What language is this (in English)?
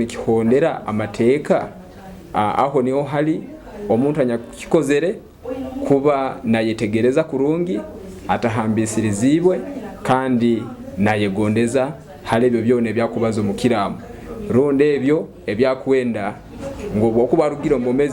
Nyoro